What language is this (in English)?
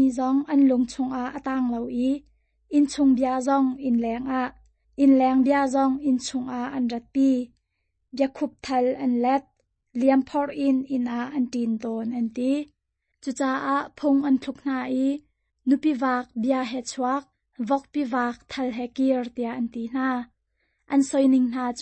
Hakha Chin